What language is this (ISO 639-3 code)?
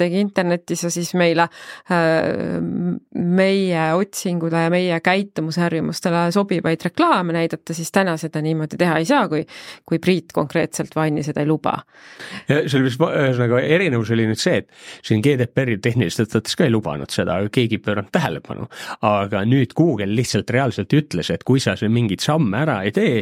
est